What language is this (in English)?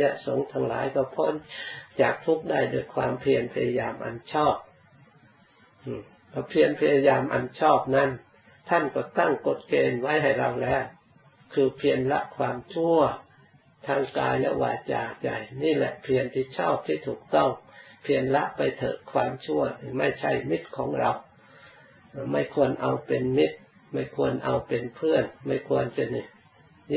Thai